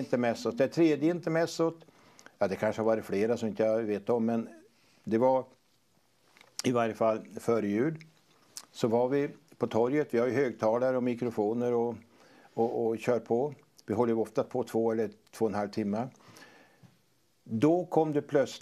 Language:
Swedish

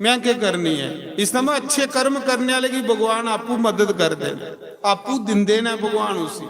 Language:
Dogri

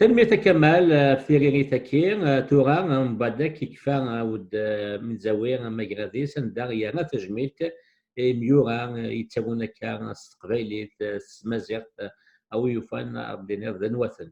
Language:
Kabyle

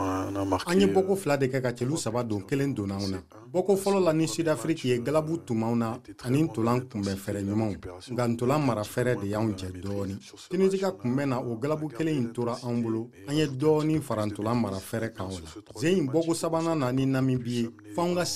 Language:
Bambara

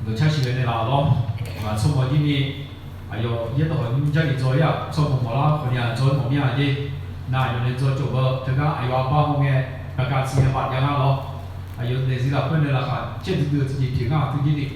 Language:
Akha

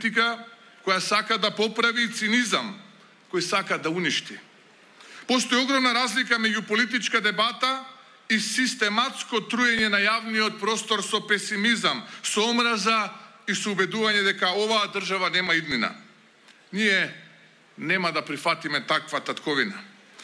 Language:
Macedonian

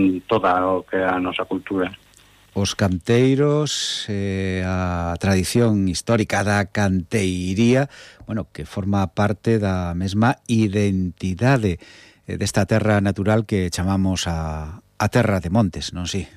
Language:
Galician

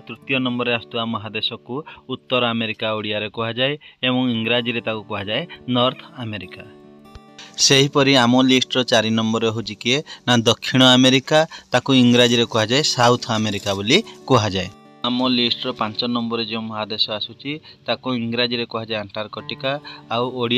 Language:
Odia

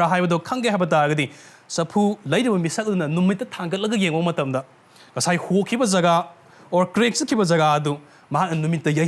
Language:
Manipuri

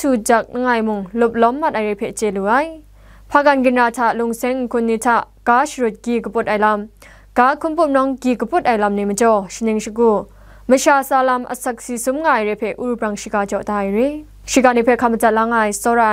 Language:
Kachin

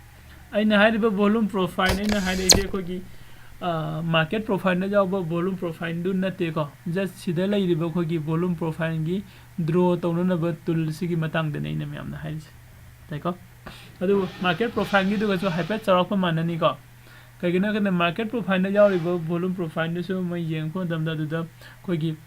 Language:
Manipuri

